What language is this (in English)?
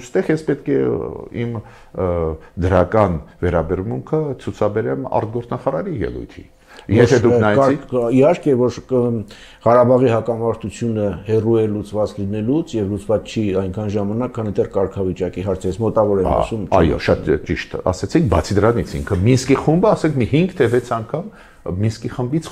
Armenian